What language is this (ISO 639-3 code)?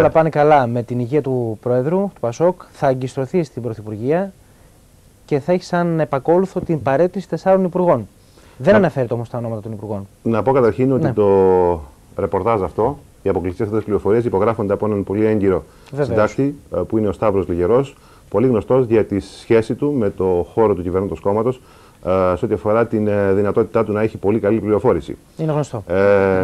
ell